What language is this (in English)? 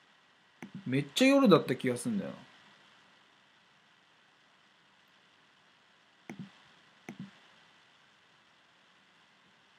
Japanese